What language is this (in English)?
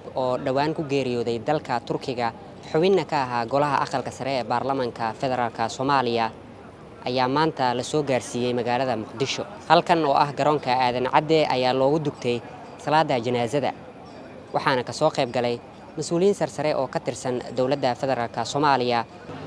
Somali